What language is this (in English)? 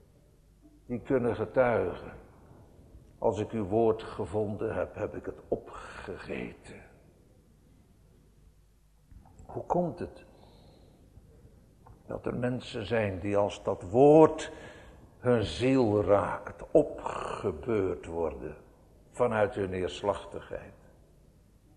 Dutch